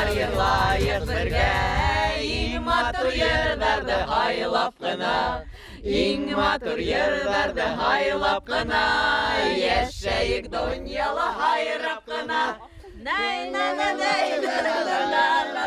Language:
Bashkir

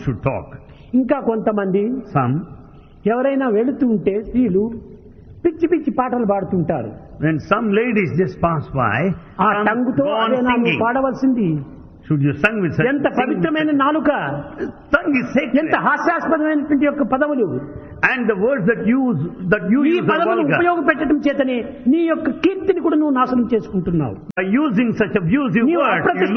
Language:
Telugu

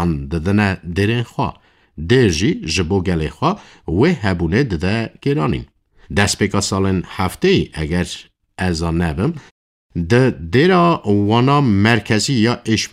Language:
Kurdish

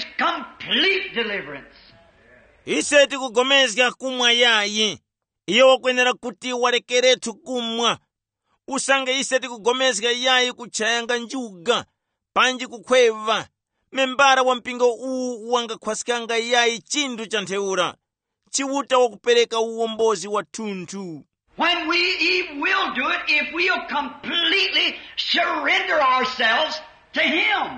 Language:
Tumbuka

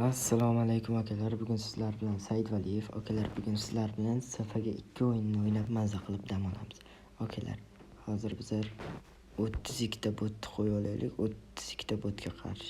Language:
Uzbek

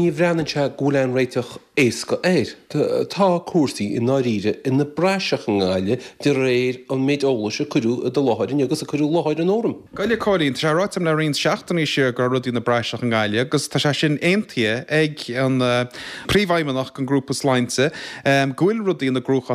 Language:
Irish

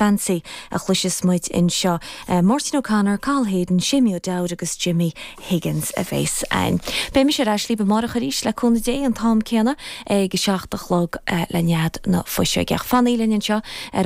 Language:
Irish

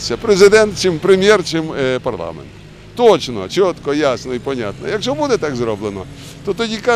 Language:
Ukrainian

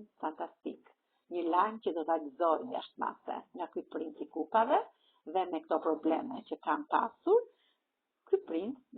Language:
Albanian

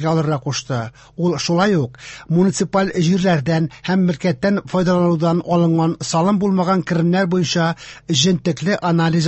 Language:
Tatar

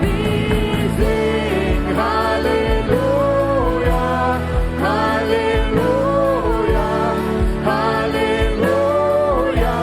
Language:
Plautdietsch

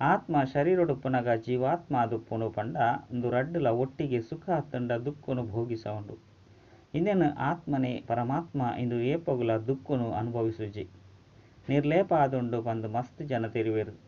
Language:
Tulu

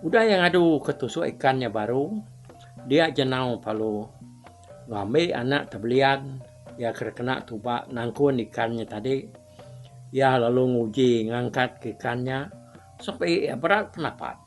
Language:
Iban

